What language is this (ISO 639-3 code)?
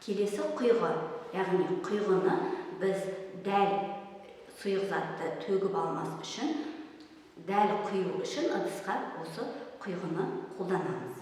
kaz